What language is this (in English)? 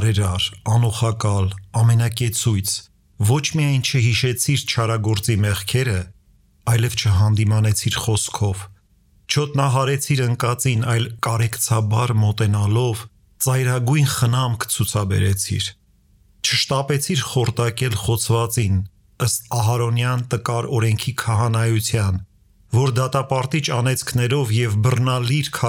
Armenian